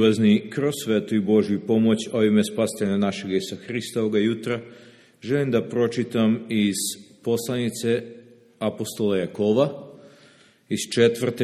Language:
Serbian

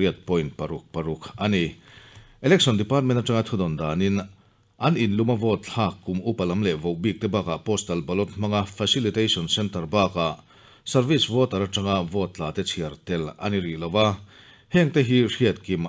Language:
Mizo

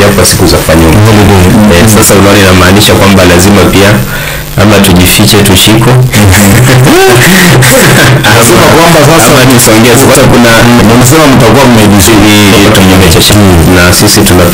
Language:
Swahili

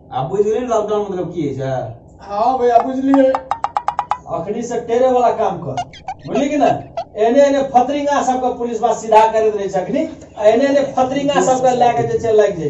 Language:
Maithili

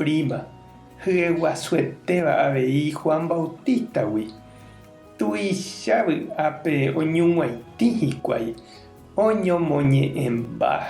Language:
Guarani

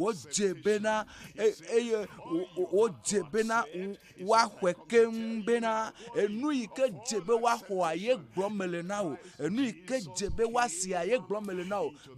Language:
Ewe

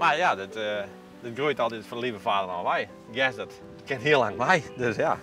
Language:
Western Frisian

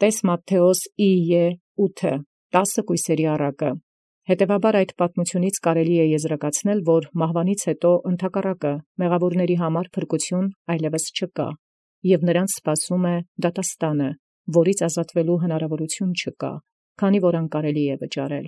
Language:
Armenian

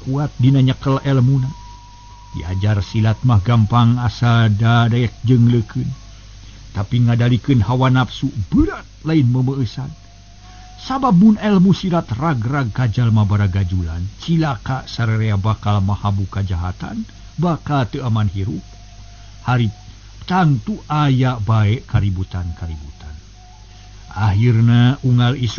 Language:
Sundanese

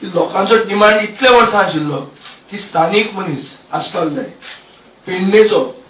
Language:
Konkani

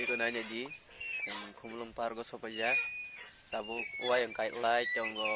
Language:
Kok Borok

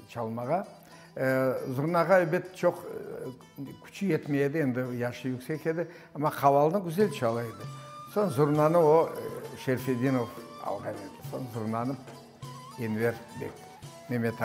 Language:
Crimean Tatar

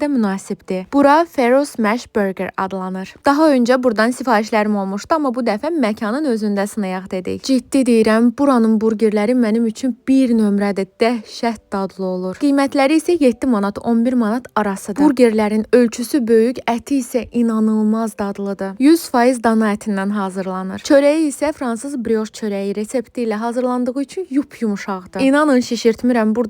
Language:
Azerbaijani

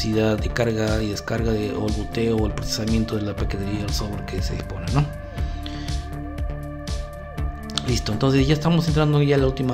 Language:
Spanish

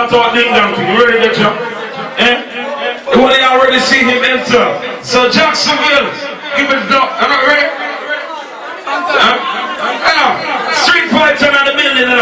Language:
Jamaican Creole English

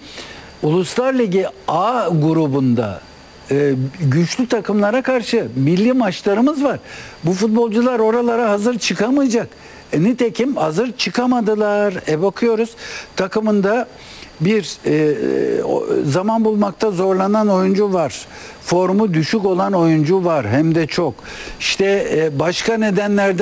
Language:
Turkish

